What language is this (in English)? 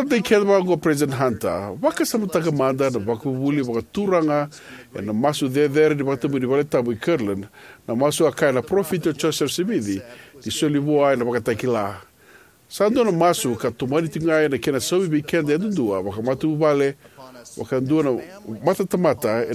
Fijian